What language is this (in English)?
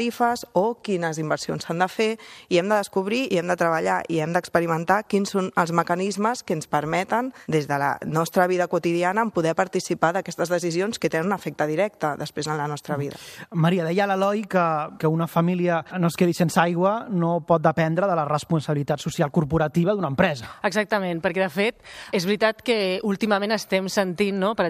Catalan